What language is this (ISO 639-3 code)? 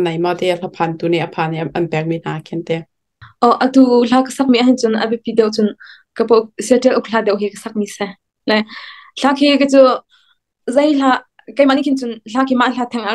cnh